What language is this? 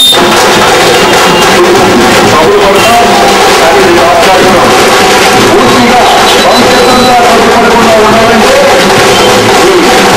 Telugu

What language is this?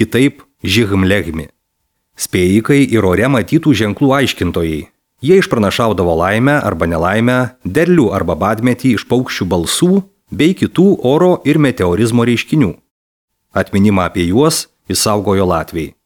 Lithuanian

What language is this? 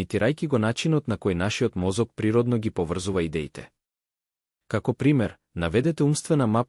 Macedonian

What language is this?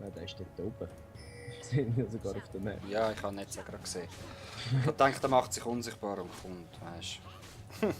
Swiss German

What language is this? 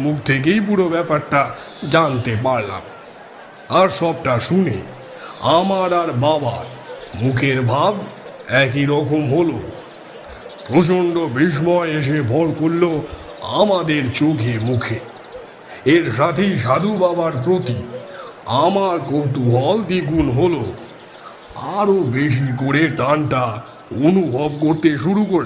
Bangla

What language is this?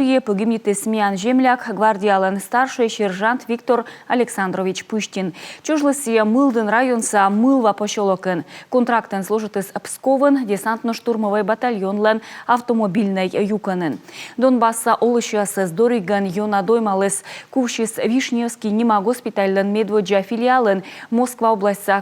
Komi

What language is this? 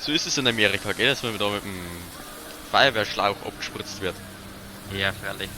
Bavarian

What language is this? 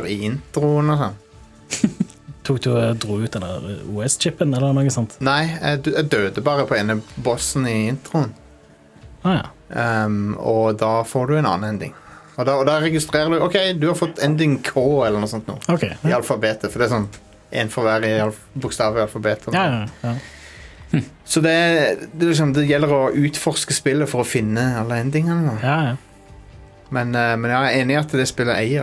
Norwegian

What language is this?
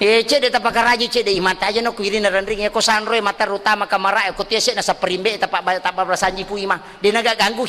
Buginese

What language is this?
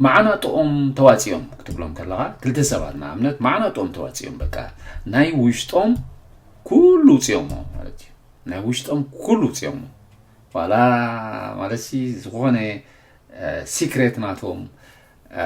Tigrinya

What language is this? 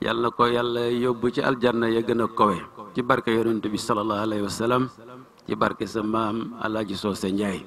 Wolof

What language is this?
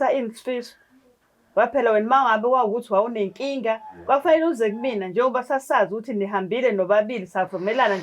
Zulu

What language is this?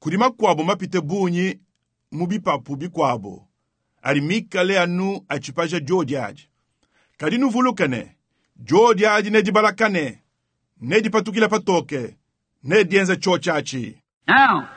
Luba-Lulua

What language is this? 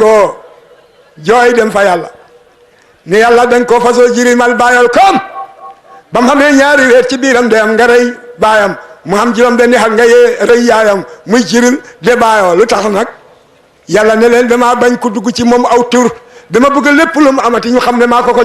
Wolof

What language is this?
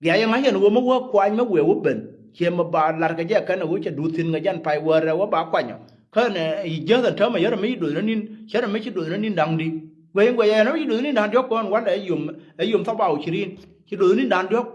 Nuer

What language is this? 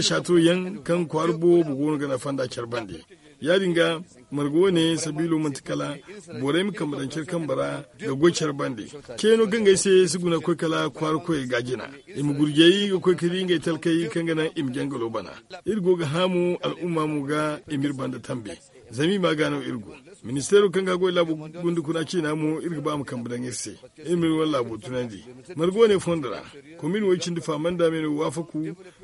Zarma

